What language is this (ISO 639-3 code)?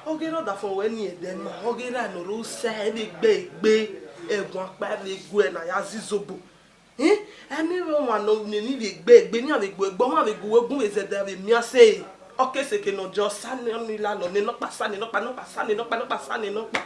bin